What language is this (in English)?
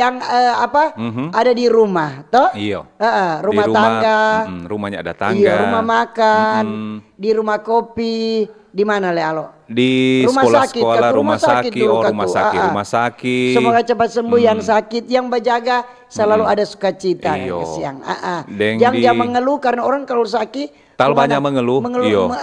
Manado Malay